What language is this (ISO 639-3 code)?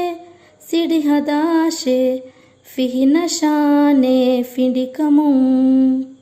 div